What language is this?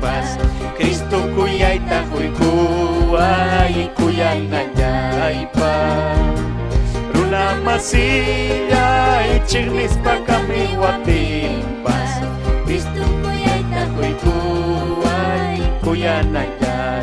Ayacucho Quechua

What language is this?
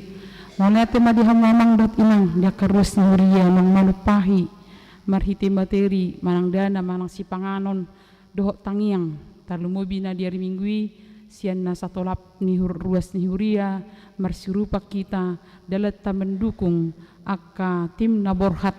Batak Toba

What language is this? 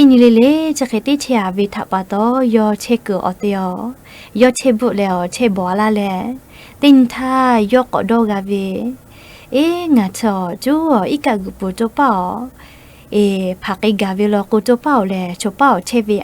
Lahu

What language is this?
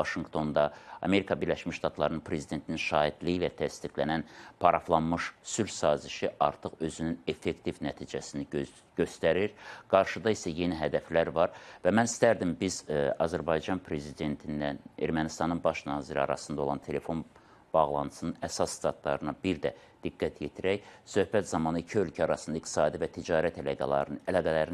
Azerbaijani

